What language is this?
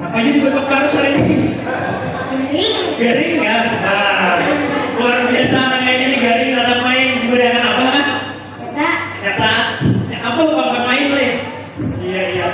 Banjar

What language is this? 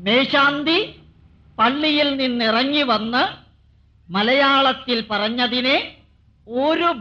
Malayalam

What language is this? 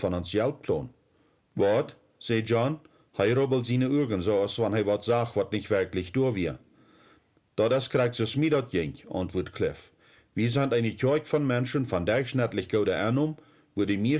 Plautdietsch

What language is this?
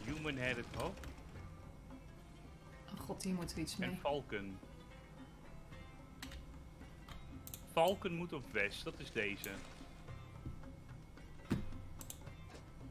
Dutch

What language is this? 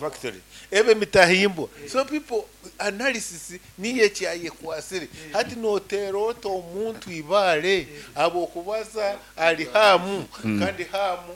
Nyoro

